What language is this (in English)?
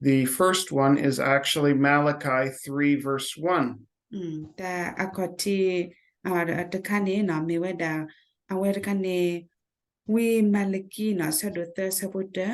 S'gaw Karen